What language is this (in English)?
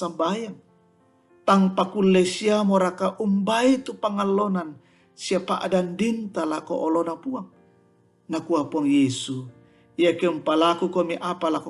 Toraja-Sa'dan